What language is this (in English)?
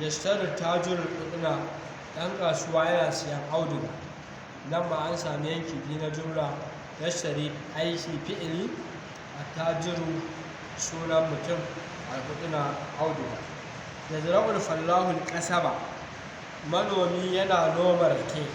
Hausa